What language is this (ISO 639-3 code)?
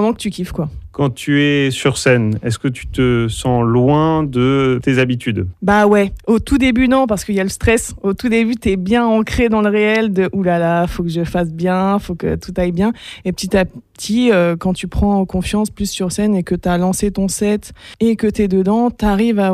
fra